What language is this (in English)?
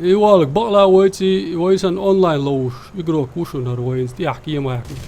Chechen